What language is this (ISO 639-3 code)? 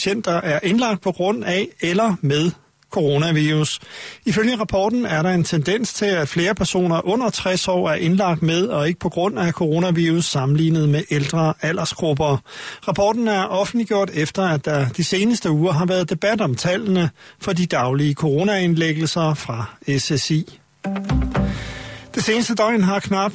dan